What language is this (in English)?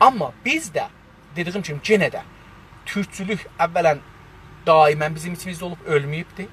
South Azerbaijani